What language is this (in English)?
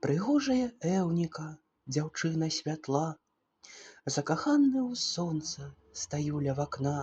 Belarusian